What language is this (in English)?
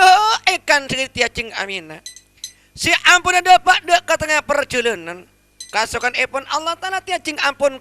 Madurese